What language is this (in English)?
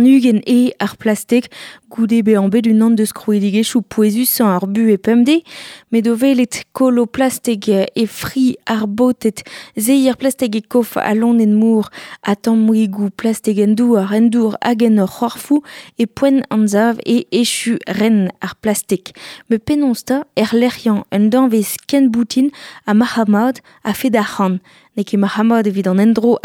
Breton